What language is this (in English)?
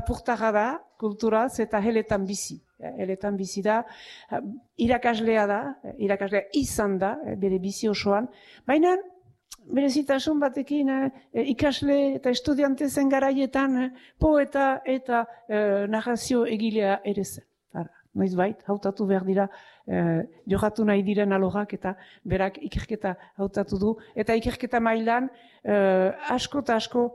Basque